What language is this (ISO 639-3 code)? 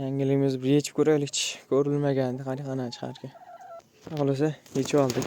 uzb